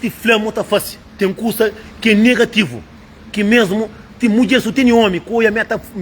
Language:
Kabuverdianu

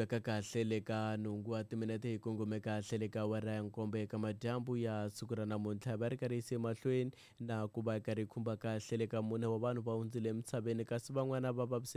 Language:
Tsonga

